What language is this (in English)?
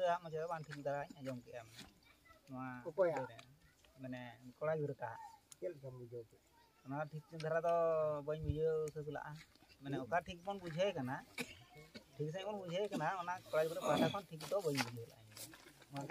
Santali